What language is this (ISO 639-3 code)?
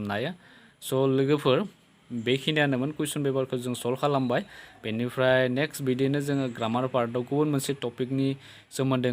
brx